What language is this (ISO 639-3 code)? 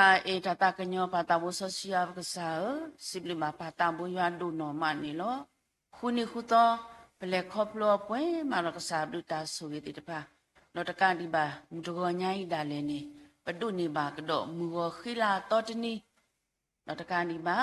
ksw